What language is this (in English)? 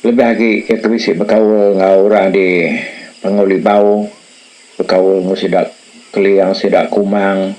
Iban